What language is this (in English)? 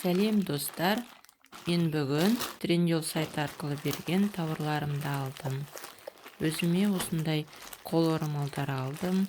Kazakh